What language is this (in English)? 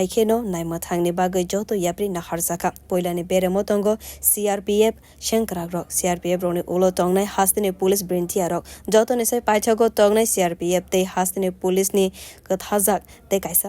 Kok Borok